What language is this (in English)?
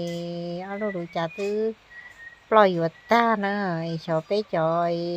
Hmong